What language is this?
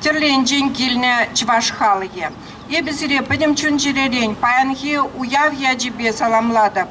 Chuvash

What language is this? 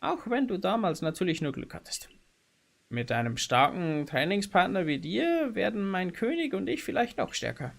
Bavarian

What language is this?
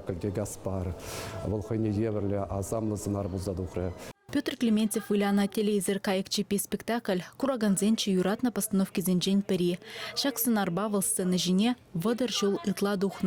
Chuvash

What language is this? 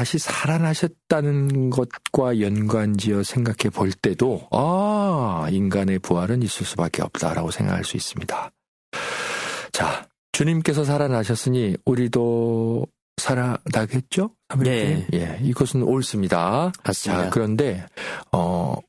Korean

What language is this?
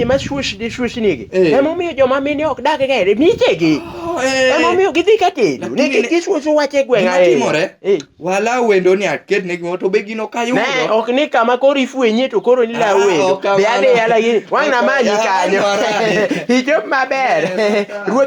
Luo (Kenya and Tanzania)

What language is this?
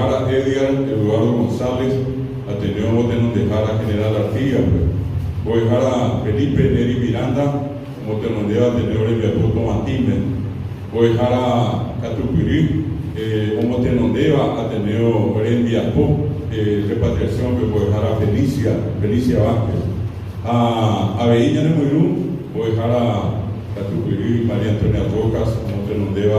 Guarani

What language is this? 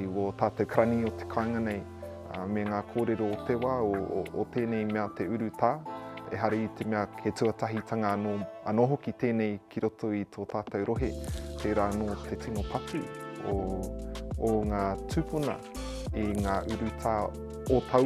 Māori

